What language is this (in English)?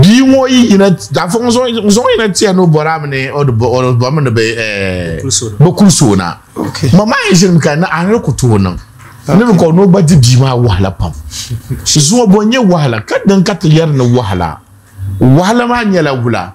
Dagbani